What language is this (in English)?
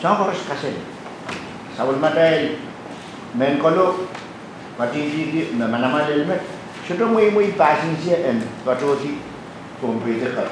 Pohnpeian